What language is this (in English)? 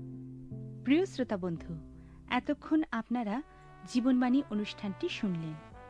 Bangla